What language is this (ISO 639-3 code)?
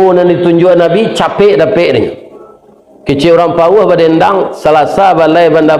min